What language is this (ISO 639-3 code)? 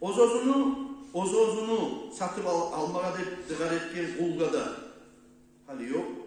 kum